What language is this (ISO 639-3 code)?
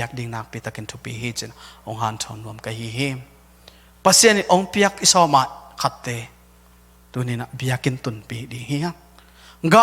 ctd